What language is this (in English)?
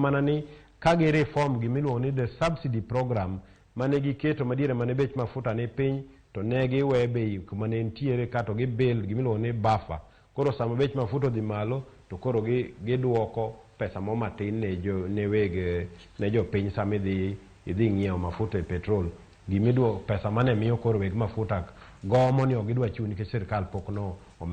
Luo (Kenya and Tanzania)